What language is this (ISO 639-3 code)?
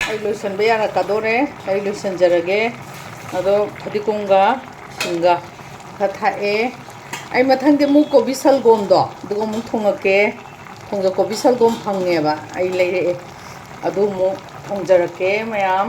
mni